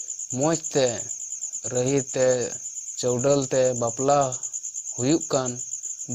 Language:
Santali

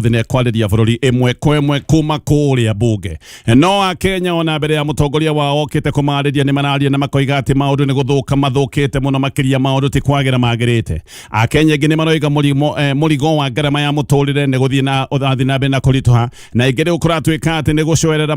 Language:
Kikuyu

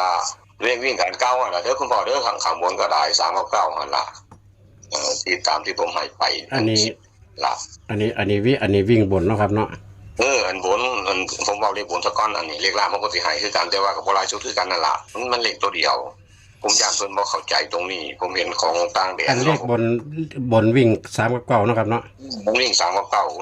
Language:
Northeastern Thai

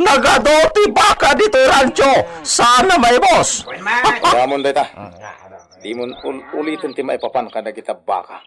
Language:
Iloko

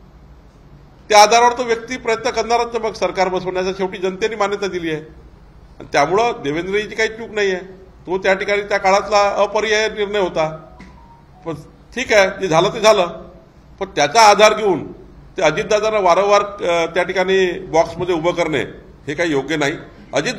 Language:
Marathi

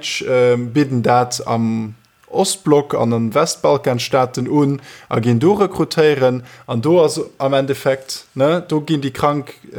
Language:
Luxembourgish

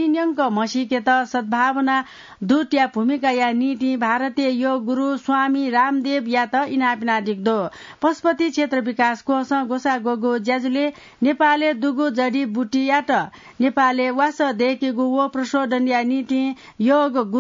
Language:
Newari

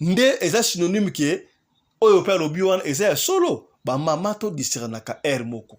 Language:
Lingala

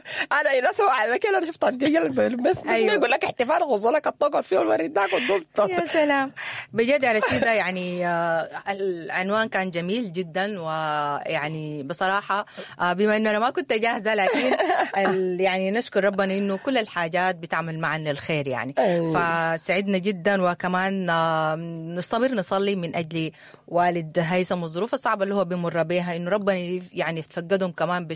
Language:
Sudanese Arabic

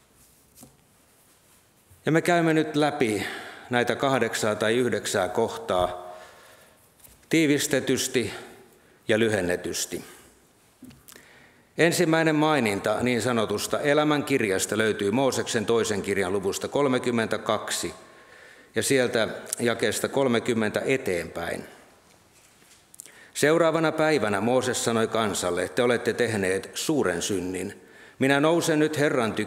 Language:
Finnish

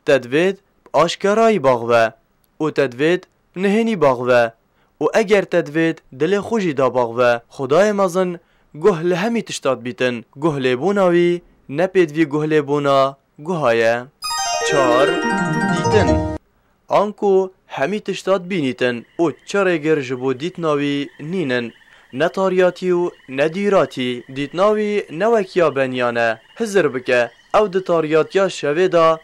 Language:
Kurdish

